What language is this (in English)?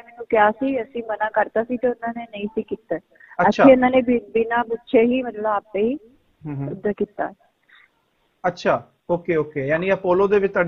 Punjabi